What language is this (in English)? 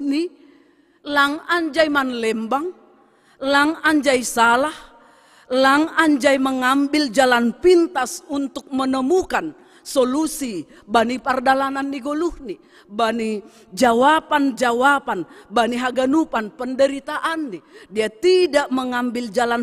Batak Simalungun